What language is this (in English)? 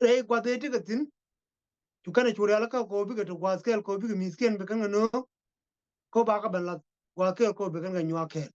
Nuer